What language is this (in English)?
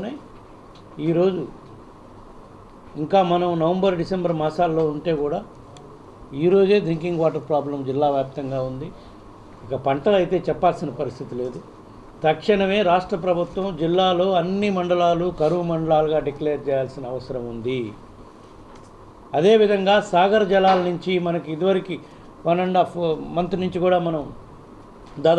Telugu